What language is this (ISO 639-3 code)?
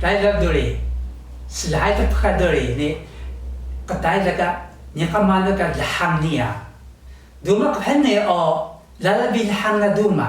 trv